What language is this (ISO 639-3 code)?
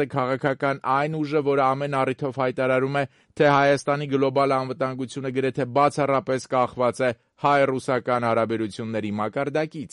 hye